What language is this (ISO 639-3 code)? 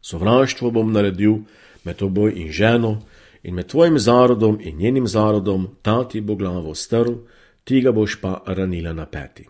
slv